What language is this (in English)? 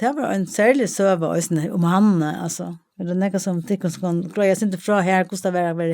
Faroese